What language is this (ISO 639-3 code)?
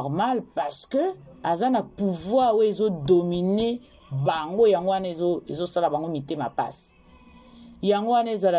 lin